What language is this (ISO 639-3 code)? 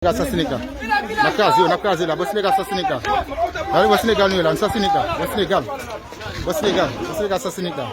hat